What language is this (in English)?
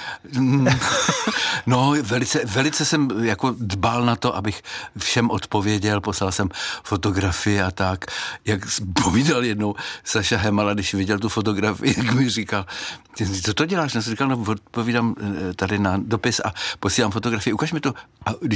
Czech